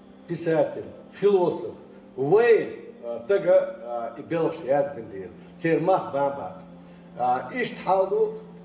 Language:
Chechen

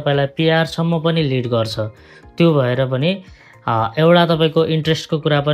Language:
Nepali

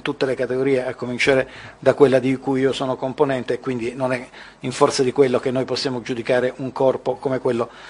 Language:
Italian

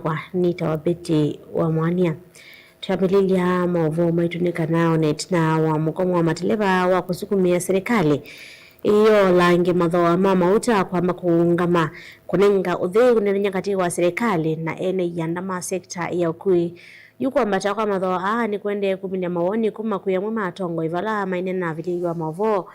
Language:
Kamba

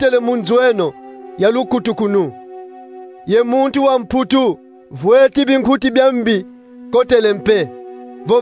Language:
Kongo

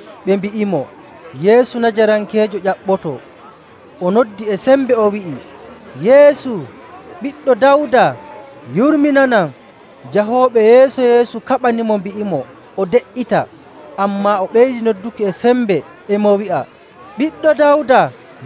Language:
Nigerian Fulfulde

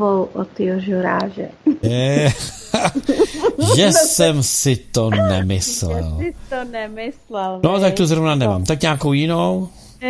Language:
Czech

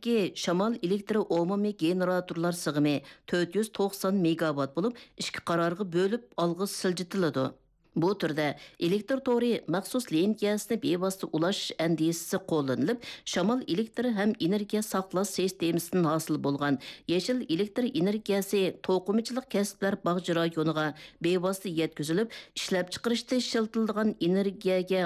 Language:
Uyghur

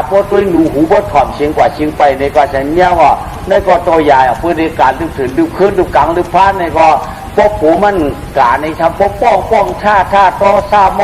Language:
Shan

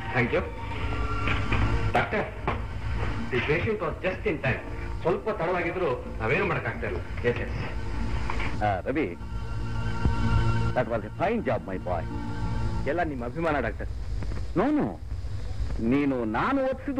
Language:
Kannada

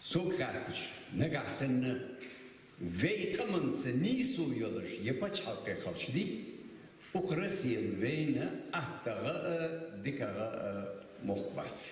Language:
Ingush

